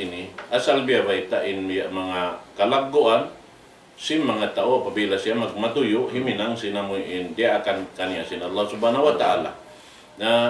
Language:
Tausug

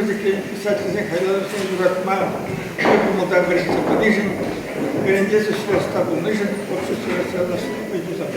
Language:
Chuvash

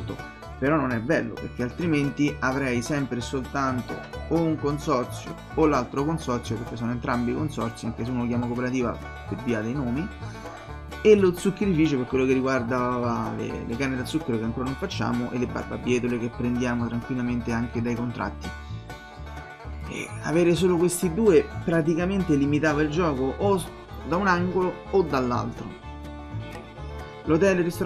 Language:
Italian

